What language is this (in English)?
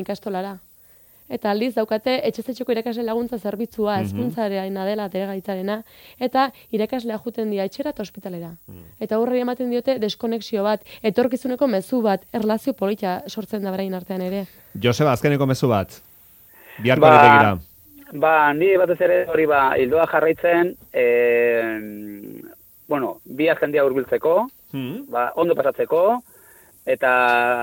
Basque